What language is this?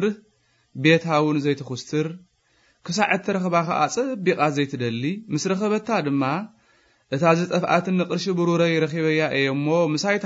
Tigrinya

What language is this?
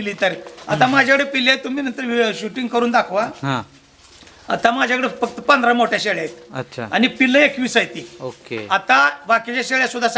Marathi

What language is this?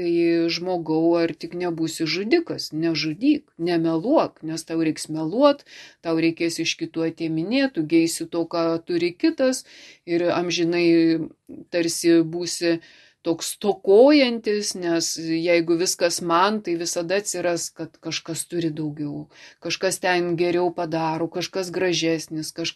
Lithuanian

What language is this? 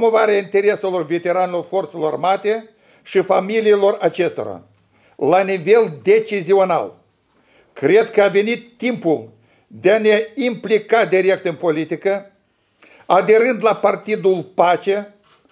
Romanian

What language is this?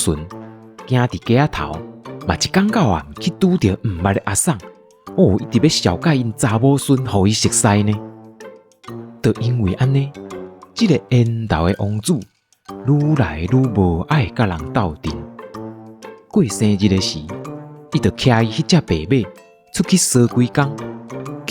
Min Nan Chinese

